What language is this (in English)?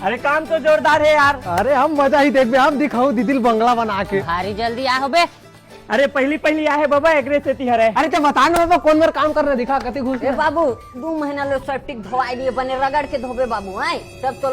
Chhattisgarhi